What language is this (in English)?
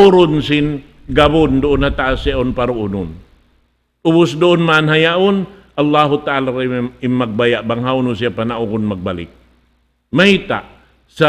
Tausug